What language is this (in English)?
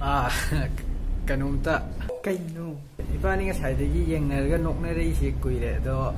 Manipuri